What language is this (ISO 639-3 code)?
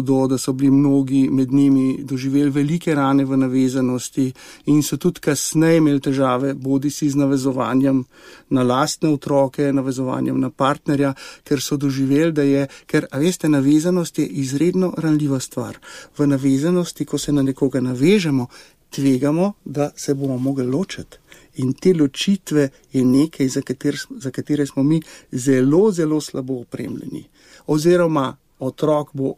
slv